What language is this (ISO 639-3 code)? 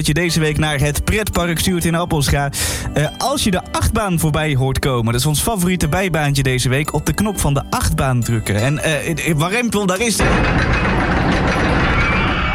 nld